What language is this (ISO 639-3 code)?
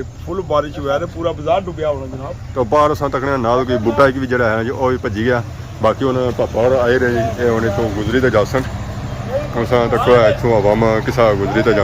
phr